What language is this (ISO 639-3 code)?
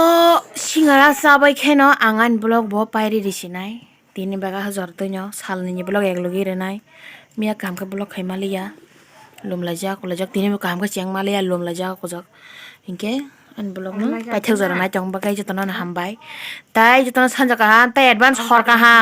trp